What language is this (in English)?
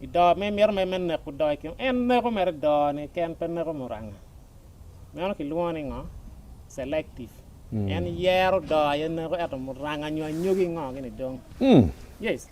Acoli